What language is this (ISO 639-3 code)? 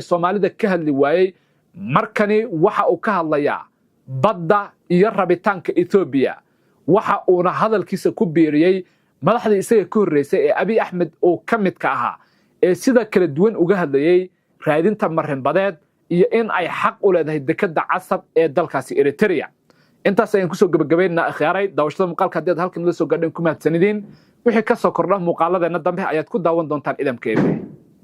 som